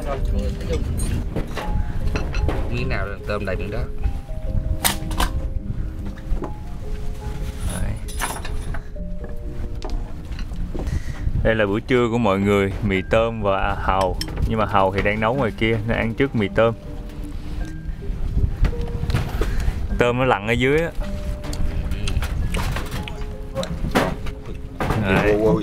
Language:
Vietnamese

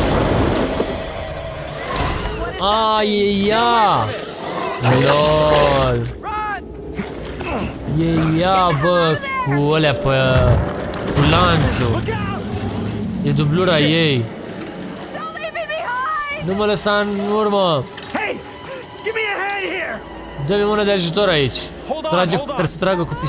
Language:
Romanian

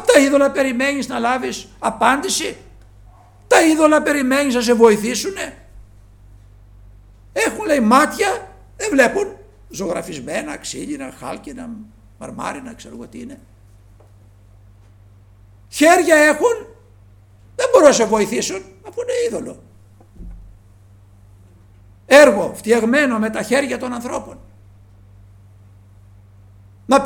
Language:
Greek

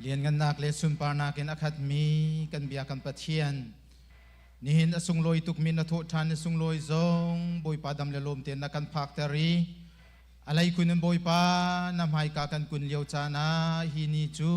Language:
Hakha Chin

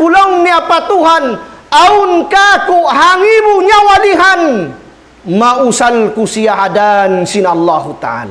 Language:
Tausug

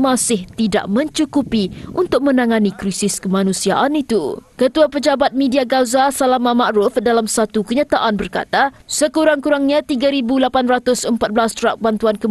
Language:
Malay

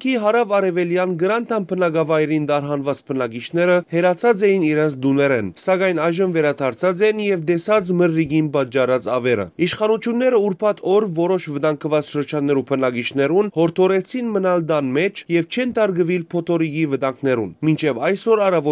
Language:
Western Armenian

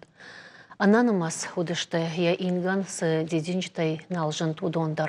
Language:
Ossetic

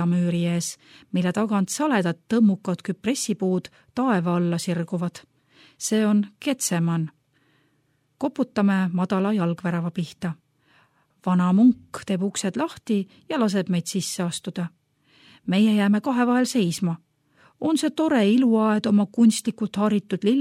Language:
Estonian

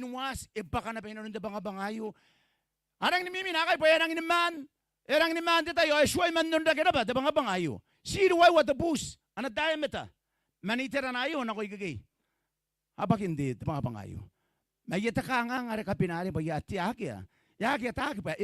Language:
Gilbertese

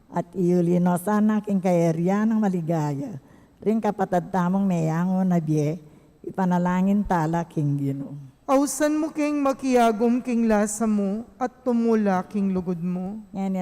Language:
Pampanga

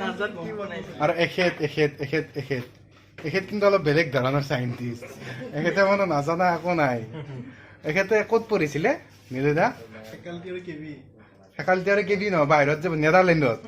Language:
Assamese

